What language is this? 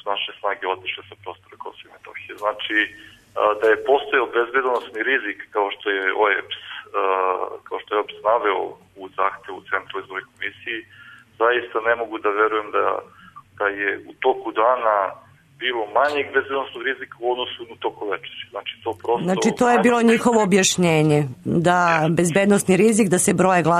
Serbian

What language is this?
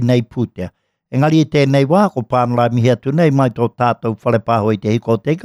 Māori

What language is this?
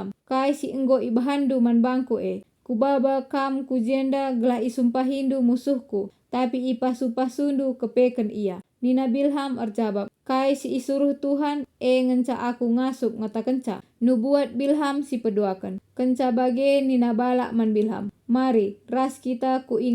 Batak Karo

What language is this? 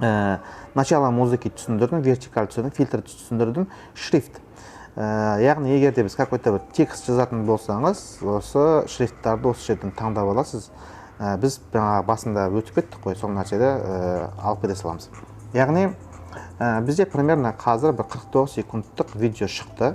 Kazakh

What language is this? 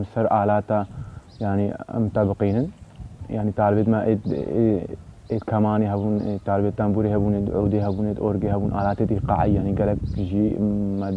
Kurdish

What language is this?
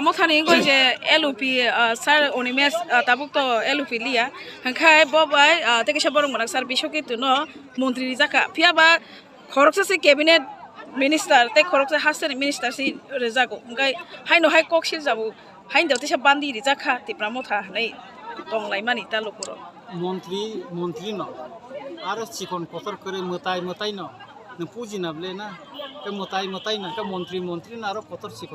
Kok Borok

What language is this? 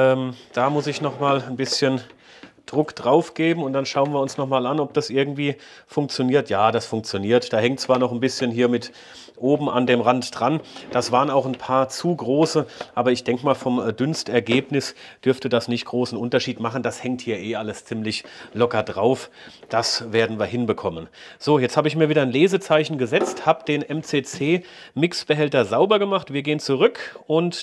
German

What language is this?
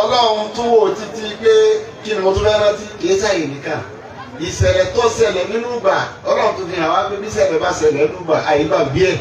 Yoruba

